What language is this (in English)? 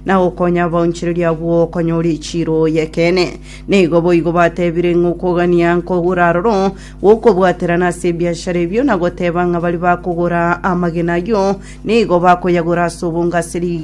Gusii